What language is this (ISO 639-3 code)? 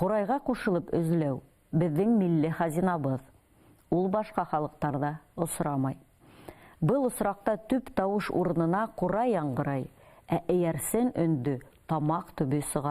bak